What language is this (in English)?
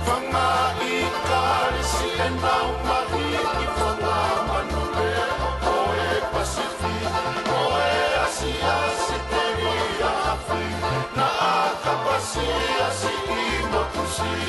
Tongan